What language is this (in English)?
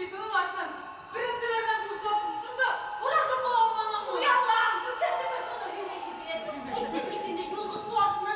Bashkir